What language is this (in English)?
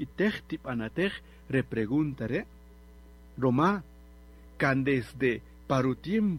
Kaqchikel